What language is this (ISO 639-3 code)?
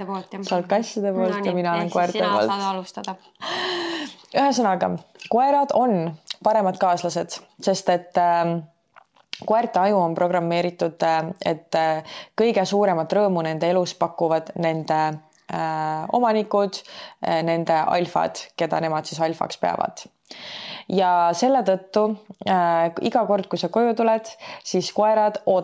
est